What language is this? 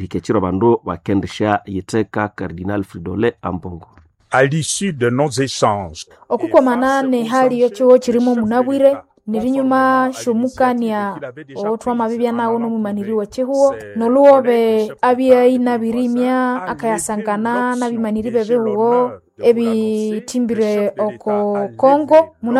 Nande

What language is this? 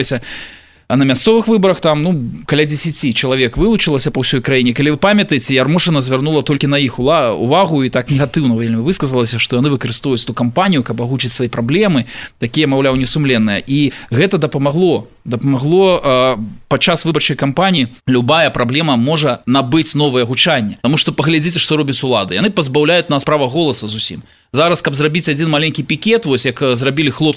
Belarusian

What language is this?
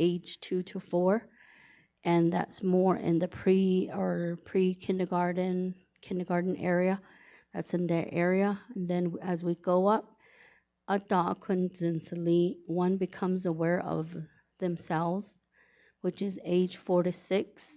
Navajo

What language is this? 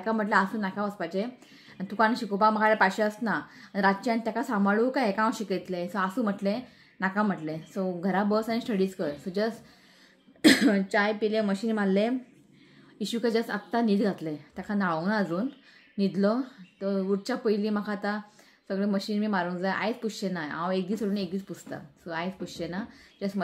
Konkani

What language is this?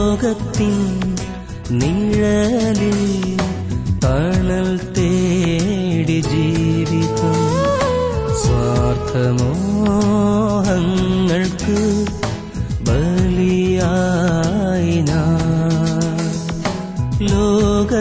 Malayalam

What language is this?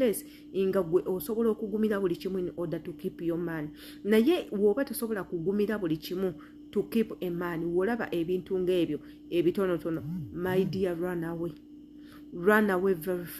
Ganda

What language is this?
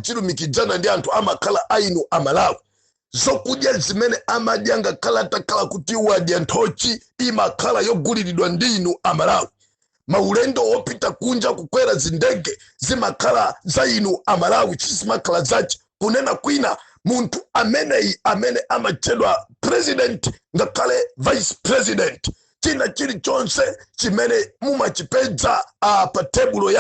Nyanja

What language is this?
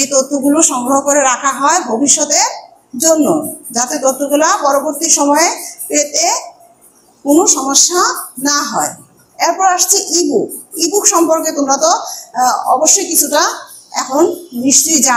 Bangla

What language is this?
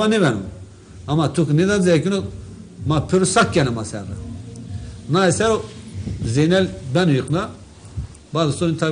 Zaza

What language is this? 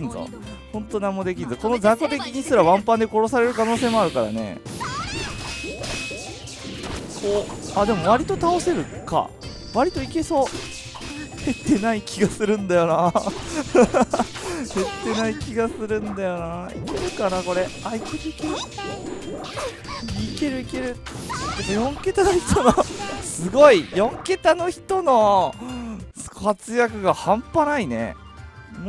Japanese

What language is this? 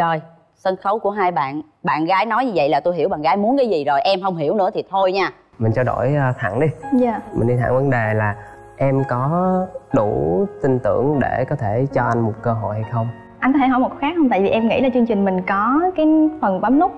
Vietnamese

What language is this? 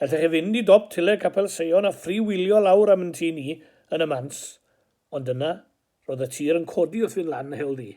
Welsh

